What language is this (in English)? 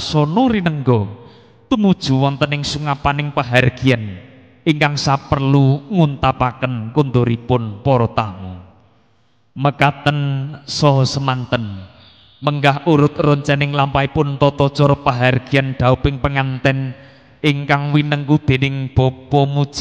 Javanese